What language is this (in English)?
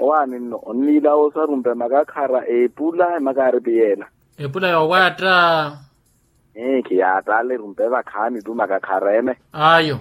Makhuwa